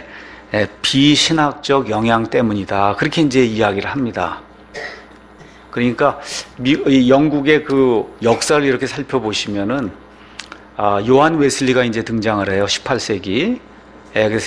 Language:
Korean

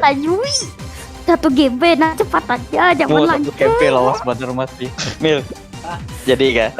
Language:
Banjar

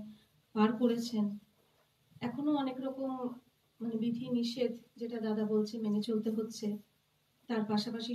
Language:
Bangla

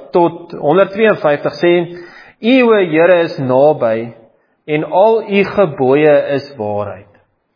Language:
Afrikaans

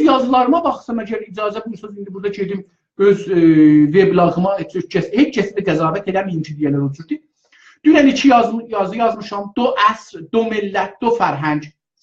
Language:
South Azerbaijani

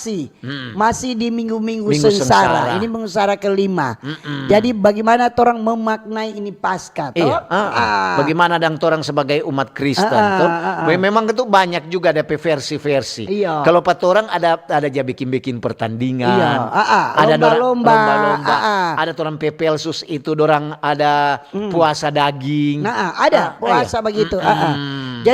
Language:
Manado Malay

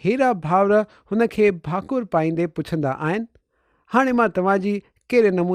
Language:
Sindhi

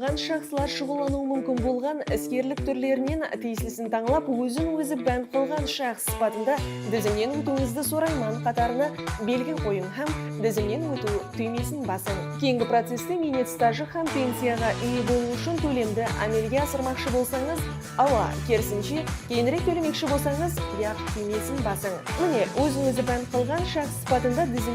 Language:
Kara-Kalpak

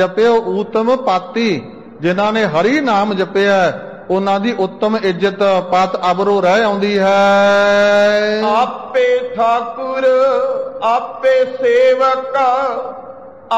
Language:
Punjabi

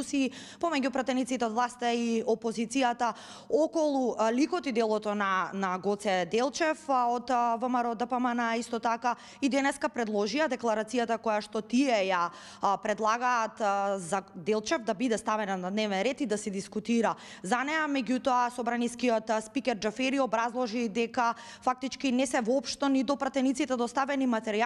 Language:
Macedonian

